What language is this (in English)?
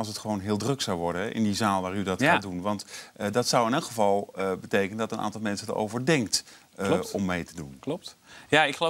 Dutch